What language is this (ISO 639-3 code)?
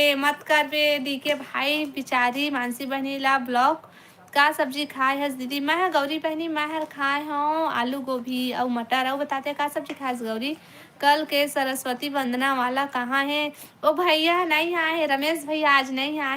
hne